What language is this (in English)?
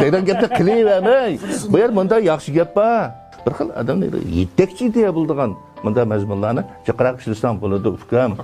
Uyghur